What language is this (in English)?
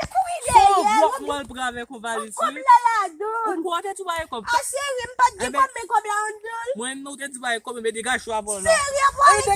Haitian Creole